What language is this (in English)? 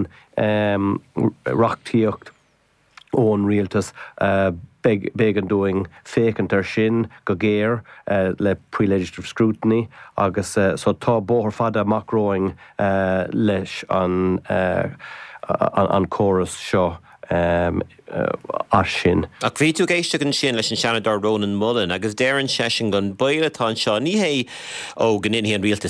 Irish